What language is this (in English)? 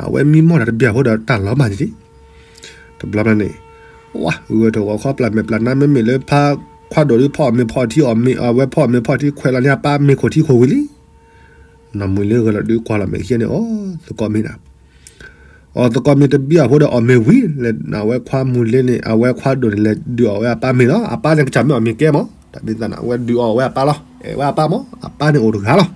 S'gaw Karen